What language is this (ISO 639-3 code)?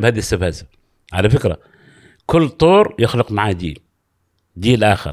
afb